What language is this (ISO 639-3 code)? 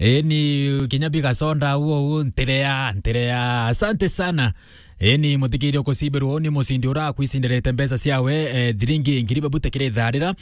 mer